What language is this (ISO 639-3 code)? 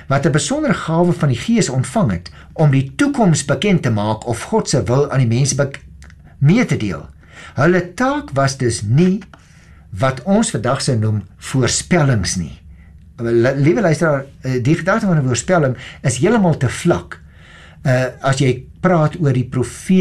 afr